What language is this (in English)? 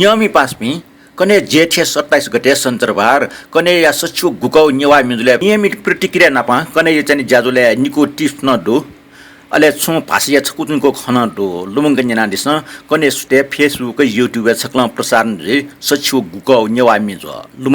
Newari